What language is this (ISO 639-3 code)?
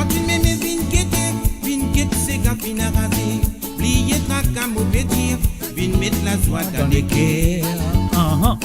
mfe